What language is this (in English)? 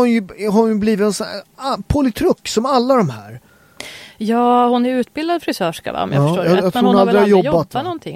Swedish